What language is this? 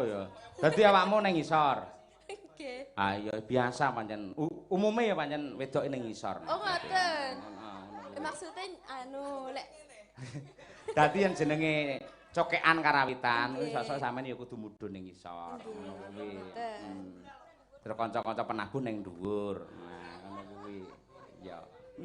Javanese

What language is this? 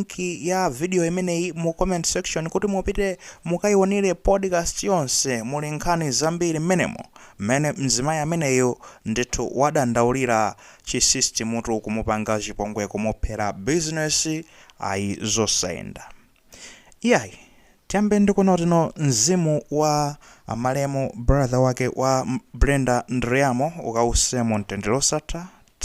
Nyanja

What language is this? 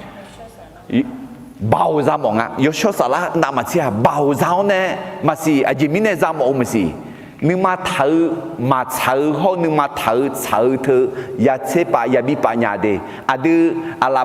Akha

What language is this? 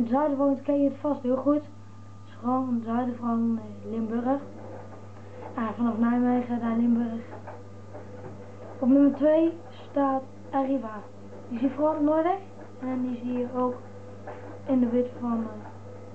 Dutch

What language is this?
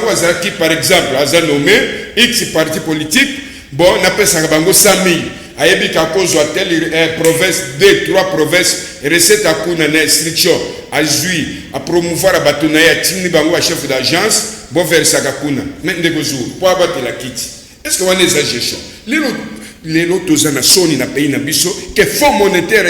Lingala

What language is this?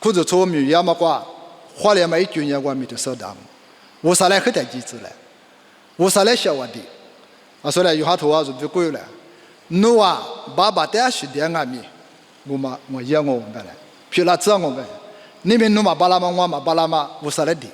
Lisu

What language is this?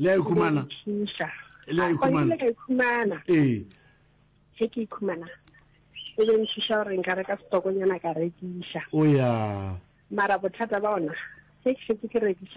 Northern Sotho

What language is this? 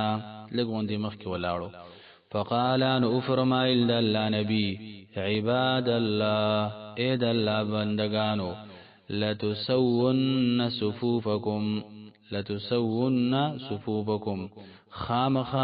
Pashto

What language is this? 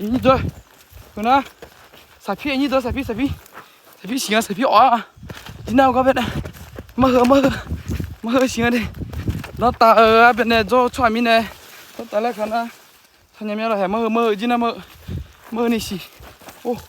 Akha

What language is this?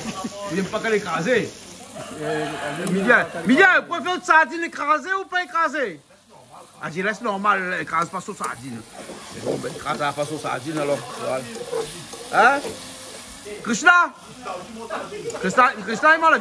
Réunion Creole French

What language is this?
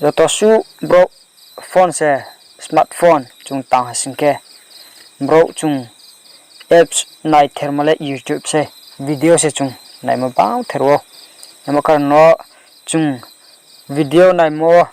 Riang (India)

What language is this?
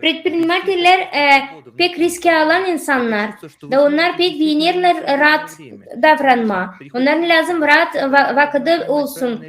Gagauz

